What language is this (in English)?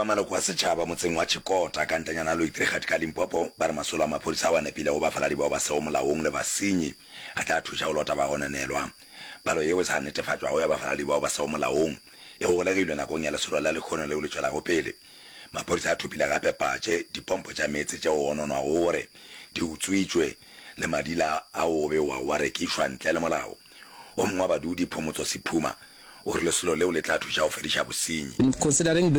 Northern Sotho